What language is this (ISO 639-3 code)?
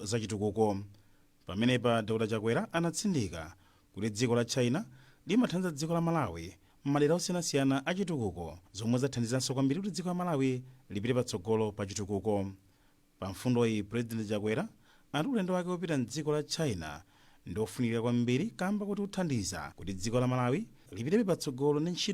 nya